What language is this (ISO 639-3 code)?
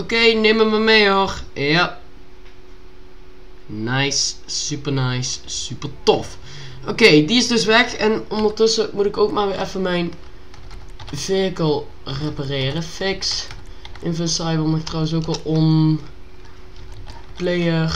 nld